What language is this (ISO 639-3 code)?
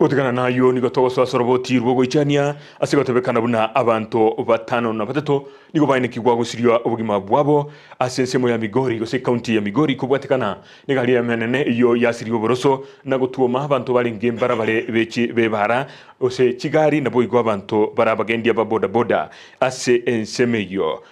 guz